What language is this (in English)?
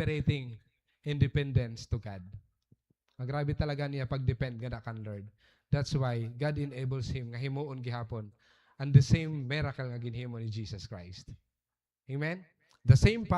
Waray